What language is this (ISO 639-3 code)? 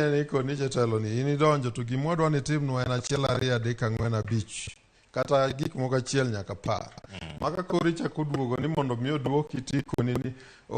luo